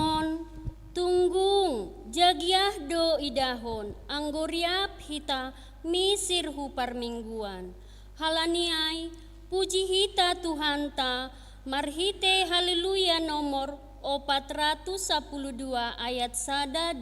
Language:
Batak Simalungun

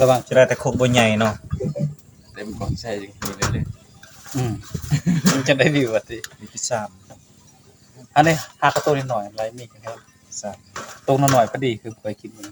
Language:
Northeastern Thai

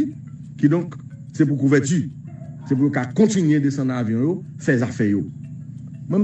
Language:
Haitian Creole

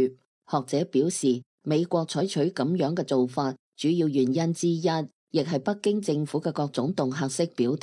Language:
Cantonese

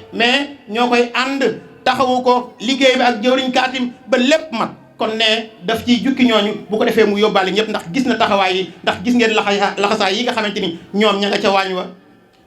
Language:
Wolof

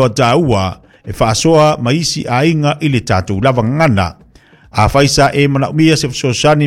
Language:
Samoan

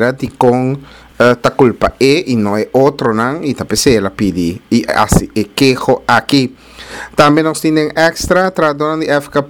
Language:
Papiamento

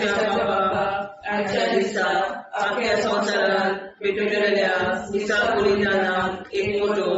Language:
Konkani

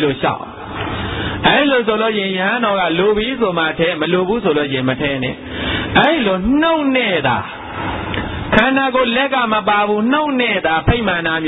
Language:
Burmese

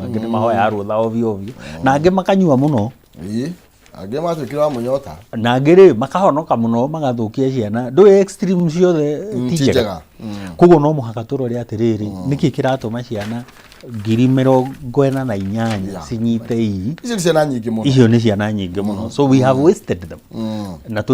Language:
Kikuyu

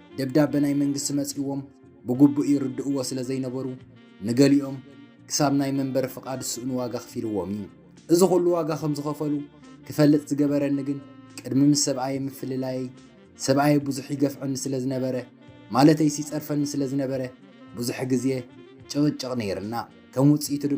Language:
Tigrinya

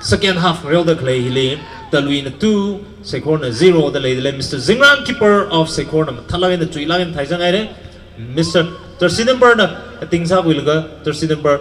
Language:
Tangkhul Naga (India)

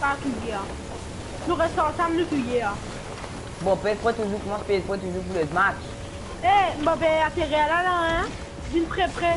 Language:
Morisyen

